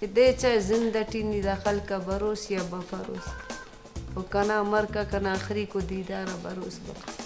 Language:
Brahui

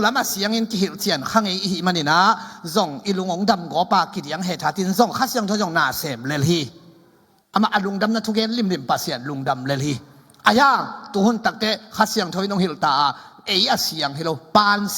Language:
Tedim Chin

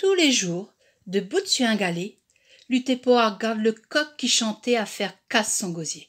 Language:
Réunion Creole French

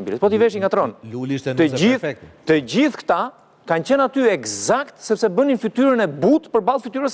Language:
Albanian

